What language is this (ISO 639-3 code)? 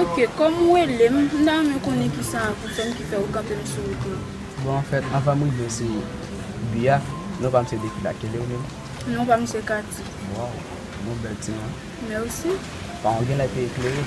hat